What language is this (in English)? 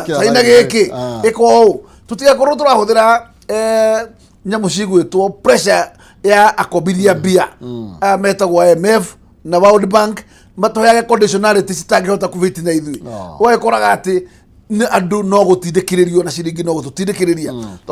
Kikuyu